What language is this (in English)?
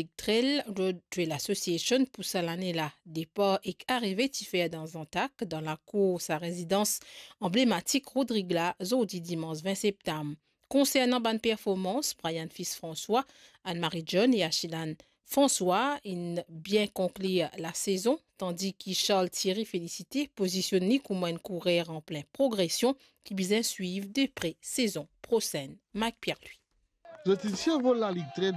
Morisyen